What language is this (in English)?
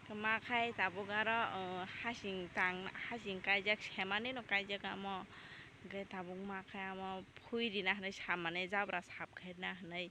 Kok Borok